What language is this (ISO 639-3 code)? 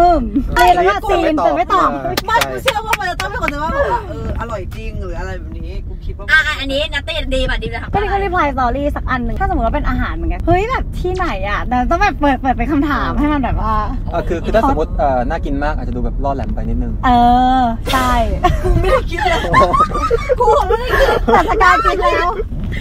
tha